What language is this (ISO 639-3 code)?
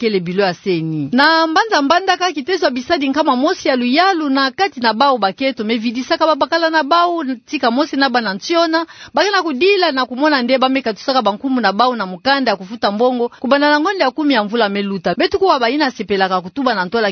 ktu